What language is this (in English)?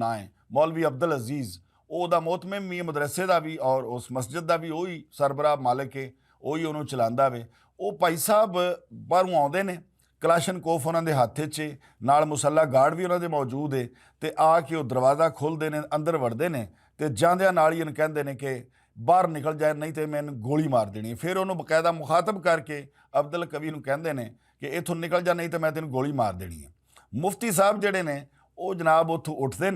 Western Panjabi